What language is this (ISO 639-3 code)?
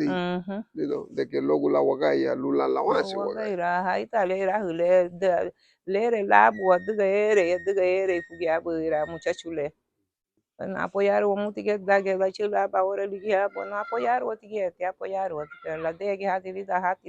cab